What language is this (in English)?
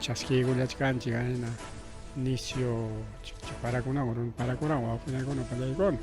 Ayacucho Quechua